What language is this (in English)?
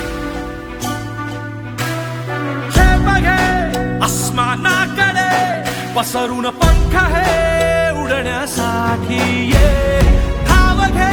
Marathi